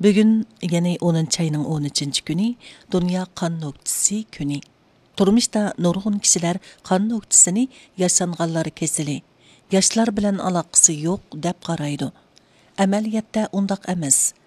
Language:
Uyghur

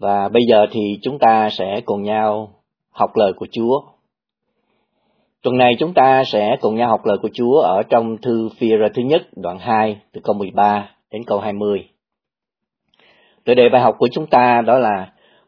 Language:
Vietnamese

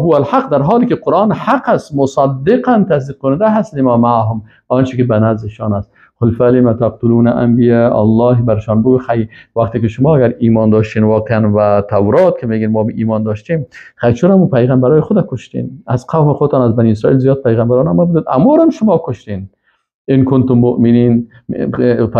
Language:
Persian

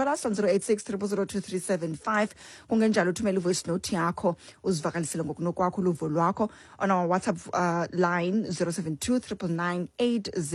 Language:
Xhosa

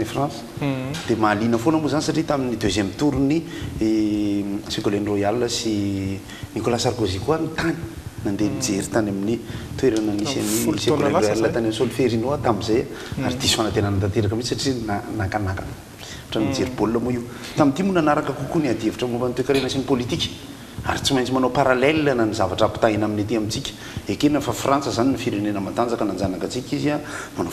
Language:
Malagasy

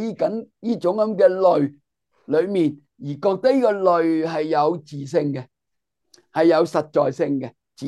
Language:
Cantonese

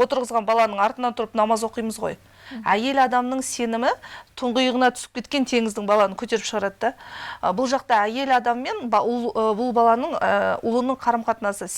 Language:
Kazakh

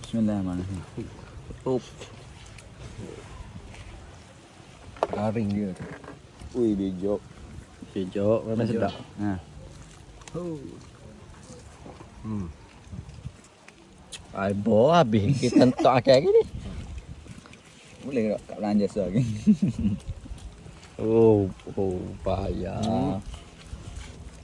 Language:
Malay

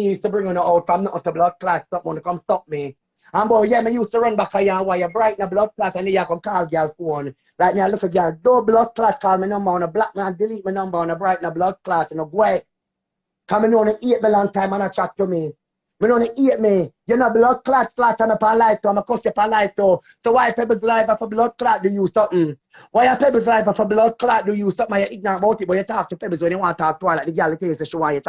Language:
Jamaican Creole English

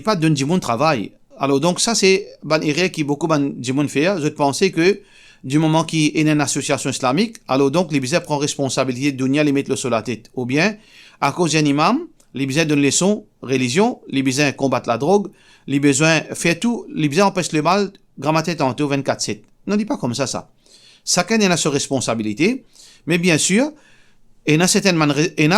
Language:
Morisyen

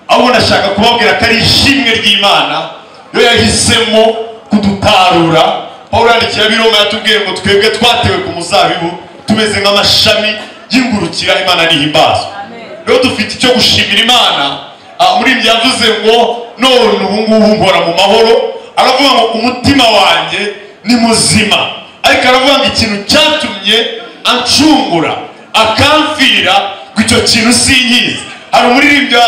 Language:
Kinyarwanda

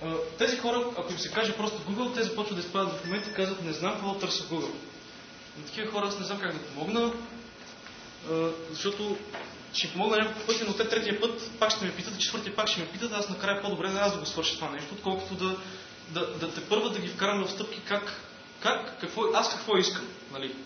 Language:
Bulgarian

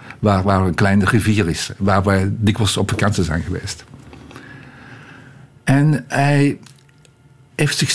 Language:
Dutch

